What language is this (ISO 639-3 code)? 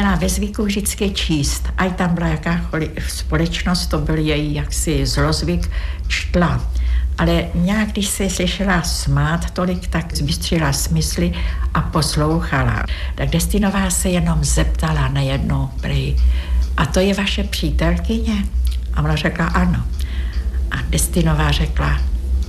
ces